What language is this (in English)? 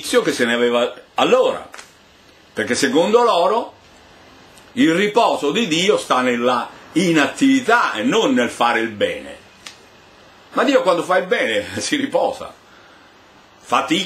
Italian